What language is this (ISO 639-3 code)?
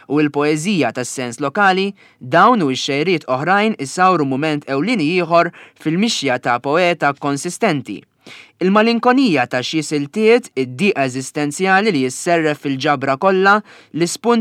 mlt